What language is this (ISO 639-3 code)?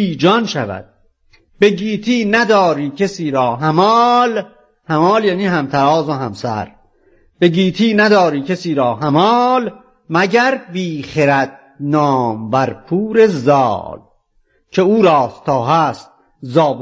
fas